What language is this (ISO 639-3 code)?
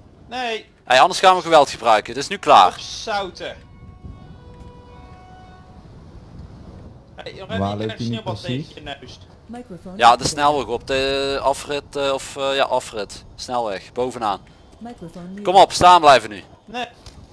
nld